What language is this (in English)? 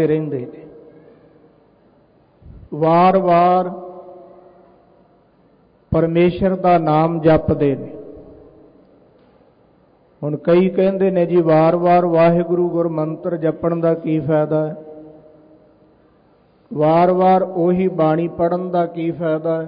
Punjabi